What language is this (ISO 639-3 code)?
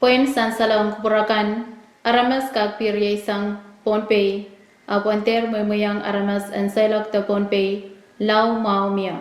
pon